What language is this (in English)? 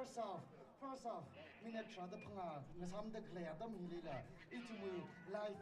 Tangkhul Naga (India)